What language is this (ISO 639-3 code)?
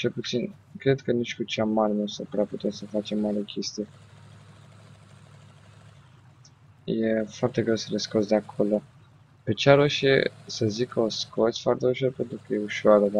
ron